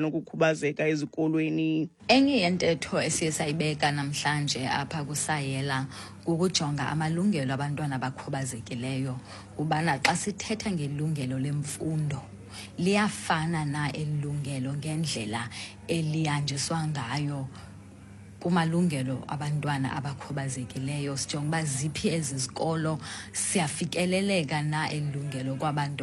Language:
Xhosa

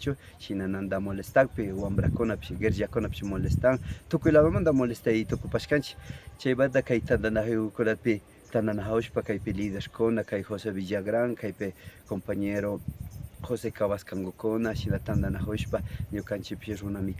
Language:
Imbabura Highland Quichua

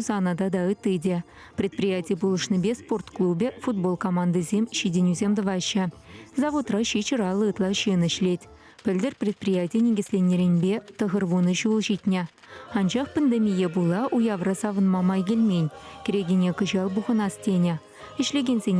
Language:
Chuvash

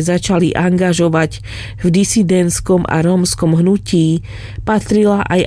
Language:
Slovak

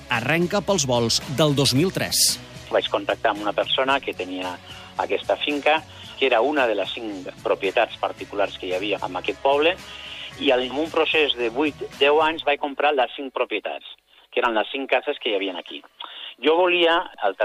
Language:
Catalan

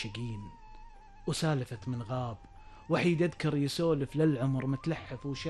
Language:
Gulf Arabic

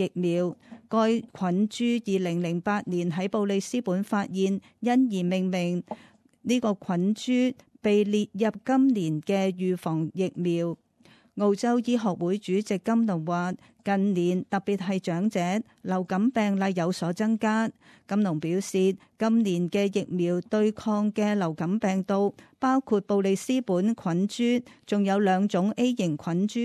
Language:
Cantonese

